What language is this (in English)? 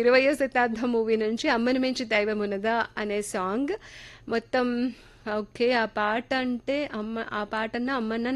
Telugu